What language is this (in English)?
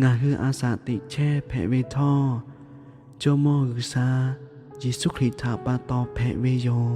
Lahu